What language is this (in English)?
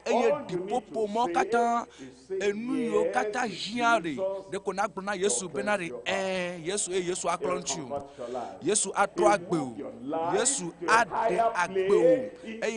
Ewe